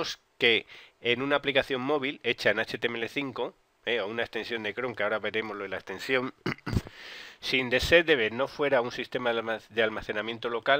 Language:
Spanish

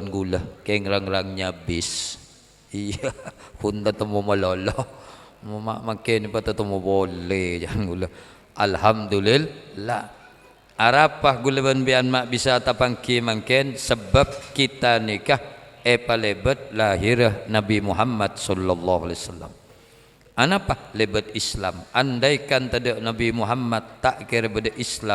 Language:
Madurese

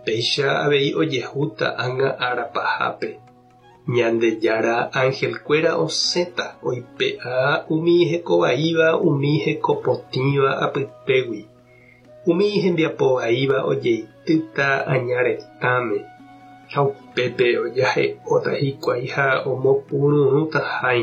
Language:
Guarani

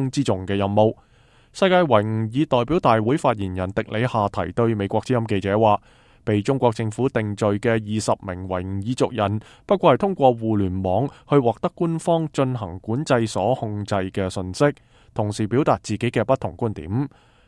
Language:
Cantonese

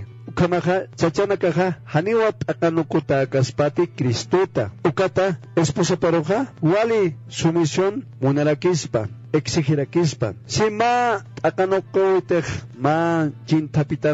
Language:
Aymara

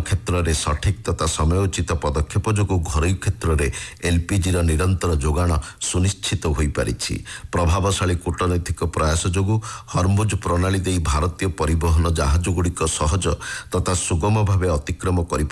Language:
Odia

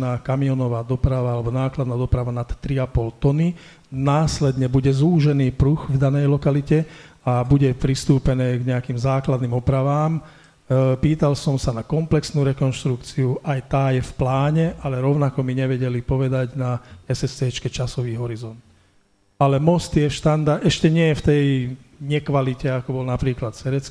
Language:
Slovak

